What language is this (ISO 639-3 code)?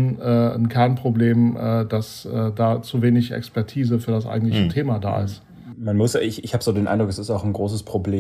deu